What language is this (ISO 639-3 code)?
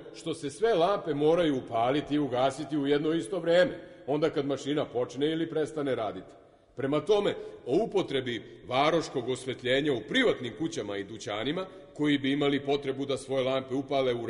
srp